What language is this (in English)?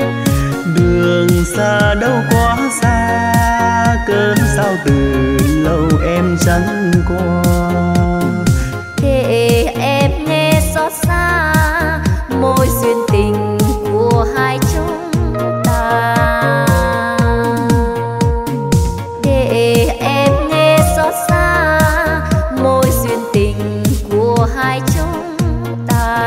Vietnamese